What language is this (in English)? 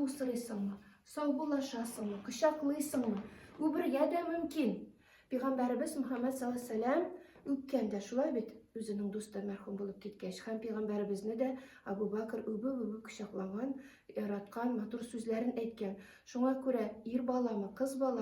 Tatar